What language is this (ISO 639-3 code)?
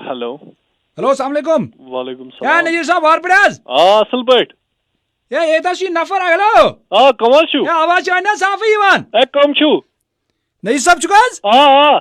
kas